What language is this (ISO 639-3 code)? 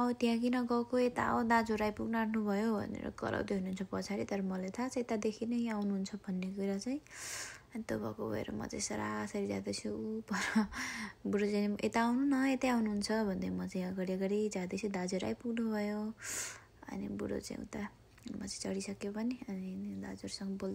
nep